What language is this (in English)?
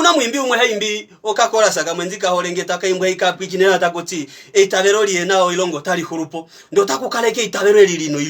Kuanyama